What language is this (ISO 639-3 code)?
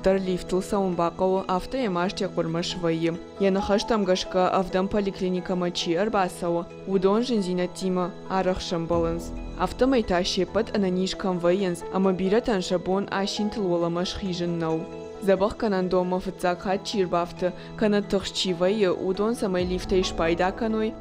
oss